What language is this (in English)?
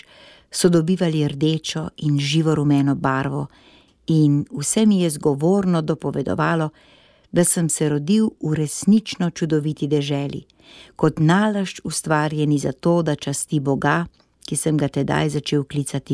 Slovenian